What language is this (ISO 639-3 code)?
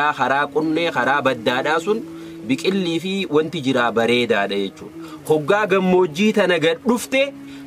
orm